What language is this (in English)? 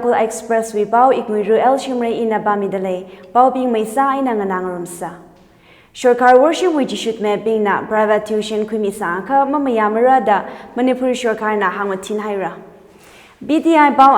Tangkhul Naga (India)